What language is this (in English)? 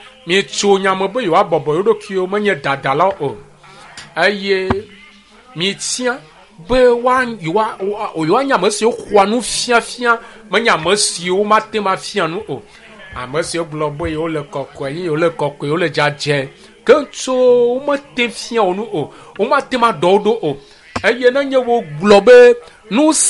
Ewe